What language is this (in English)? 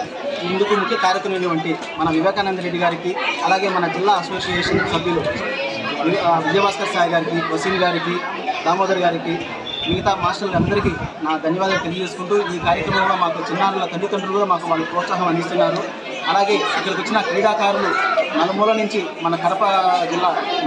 Telugu